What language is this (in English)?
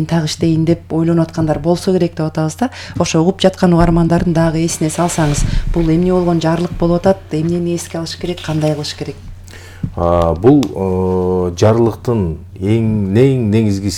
Kyrgyz